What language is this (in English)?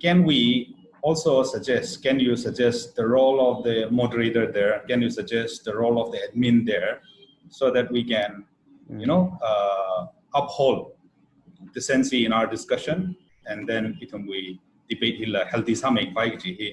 Tangkhul Naga (India)